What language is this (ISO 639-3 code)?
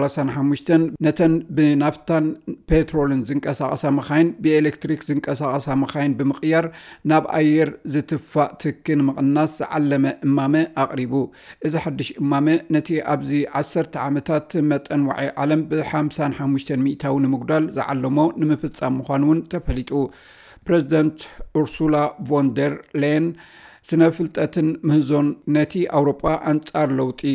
tir